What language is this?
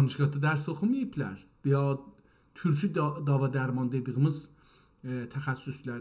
South Azerbaijani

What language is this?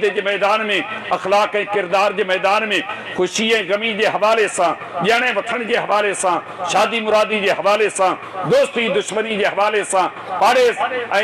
Sindhi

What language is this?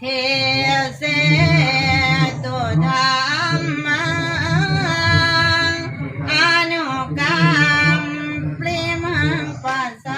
Pali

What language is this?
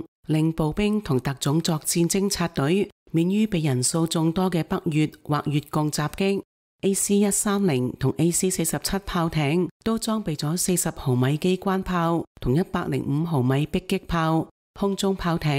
Cantonese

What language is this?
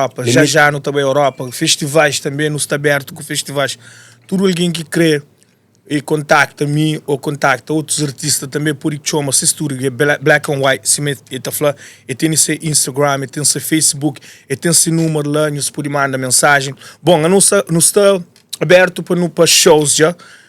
Kabuverdianu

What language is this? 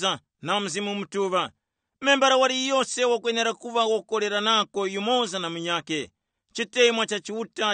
Tumbuka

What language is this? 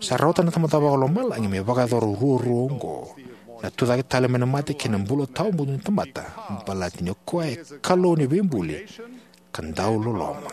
Fijian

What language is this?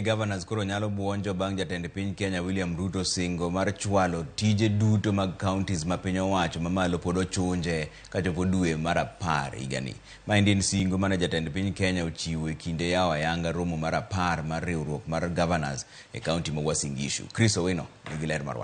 Luo (Kenya and Tanzania)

